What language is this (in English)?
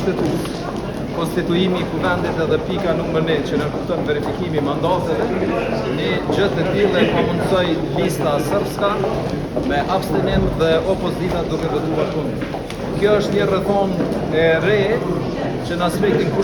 Albanian